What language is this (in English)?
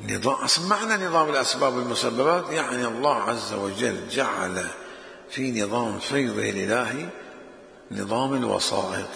Mesopotamian Arabic